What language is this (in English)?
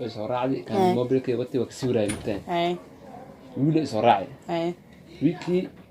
Somali